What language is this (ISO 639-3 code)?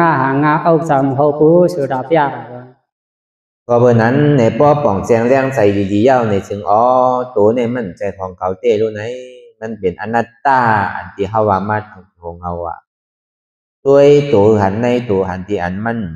shn